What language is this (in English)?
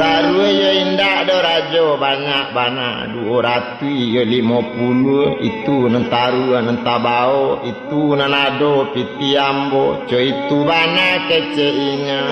Minangkabau